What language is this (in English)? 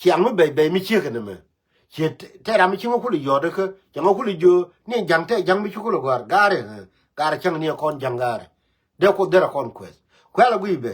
Nuer